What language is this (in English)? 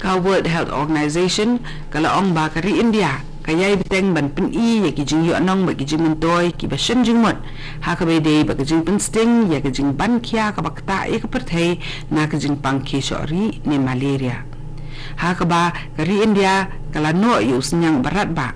Khasi